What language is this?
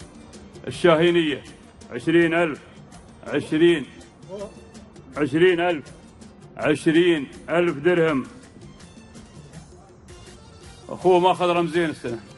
Gulf Arabic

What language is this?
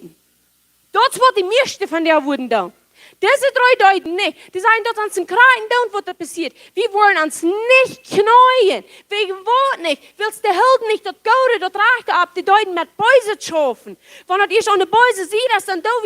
Plautdietsch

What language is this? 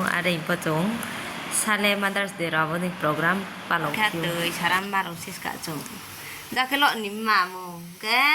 Riang (India)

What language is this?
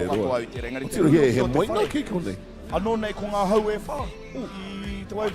Māori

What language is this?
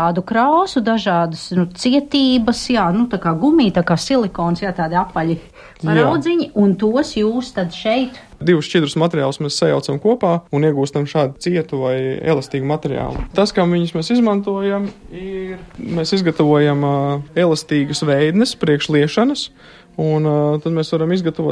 Latvian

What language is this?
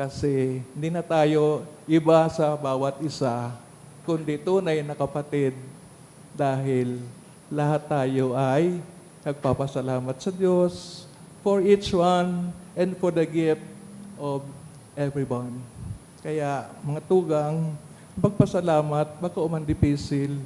Bikol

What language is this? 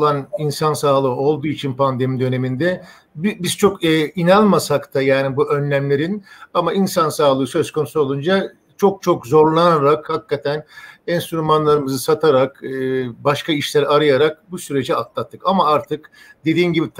Turkish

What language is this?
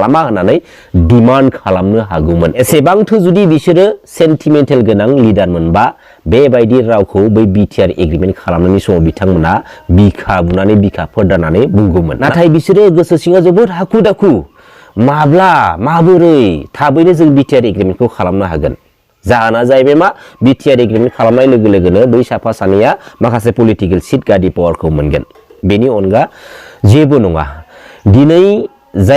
Bodo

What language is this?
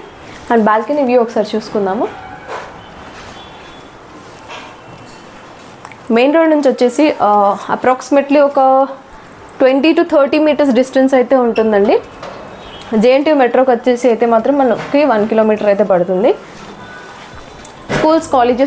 Telugu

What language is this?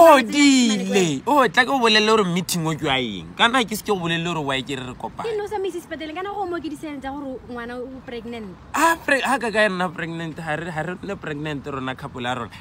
Tswana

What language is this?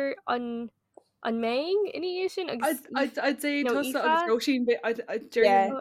Irish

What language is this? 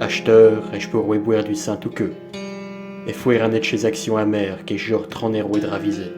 Picard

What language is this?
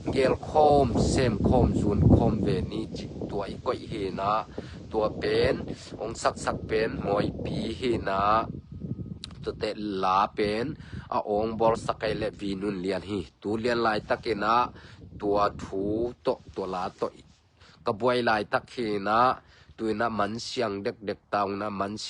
Tedim Chin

